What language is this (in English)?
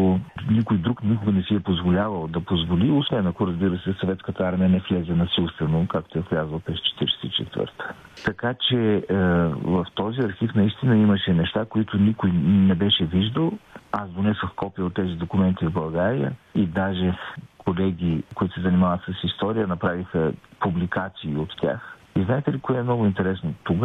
Bulgarian